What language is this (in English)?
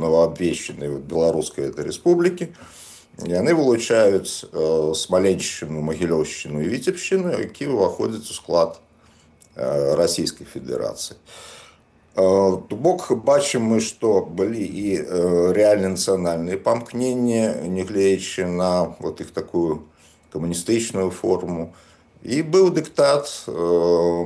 Belarusian